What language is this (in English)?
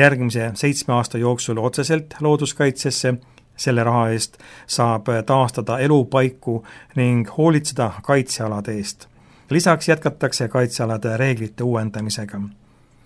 Estonian